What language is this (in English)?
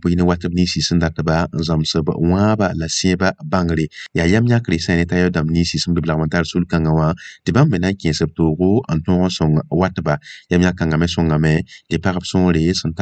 Mossi